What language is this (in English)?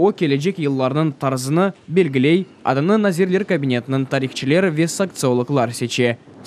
Crimean Tatar